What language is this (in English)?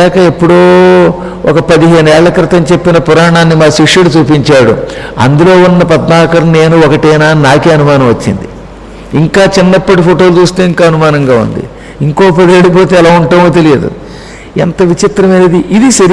Telugu